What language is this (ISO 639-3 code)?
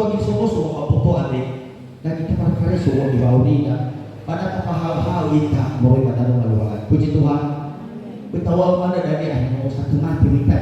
nia